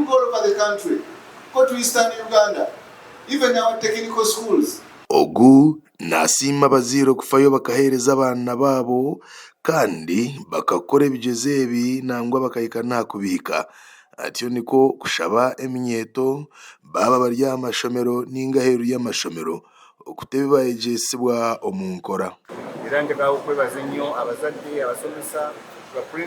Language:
Nyankole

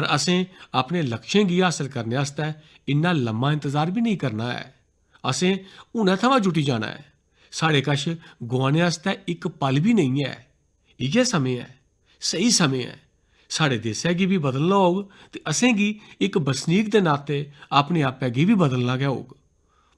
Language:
Dogri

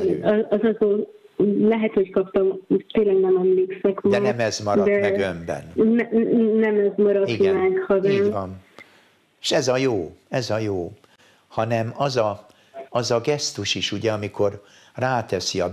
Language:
Hungarian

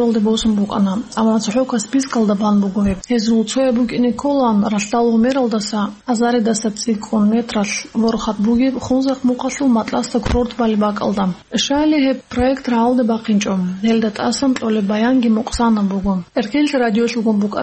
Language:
Avaric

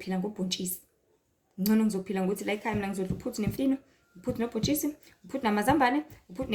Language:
Zulu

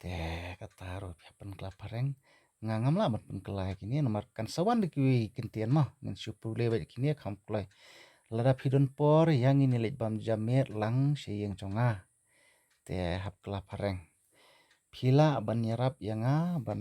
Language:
Khasi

